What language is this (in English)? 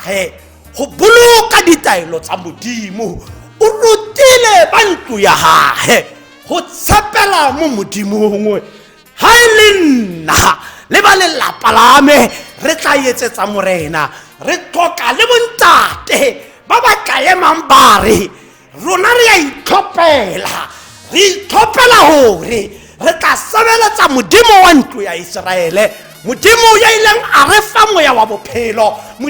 Tswana